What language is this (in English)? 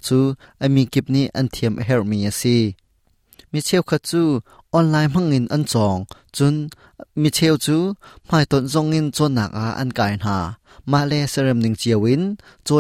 Hakha Chin